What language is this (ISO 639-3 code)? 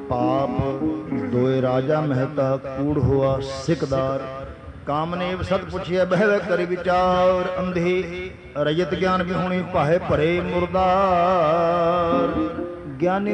pan